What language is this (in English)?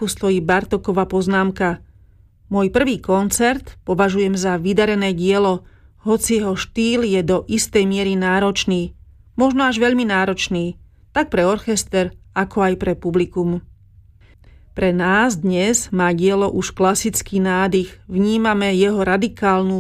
Slovak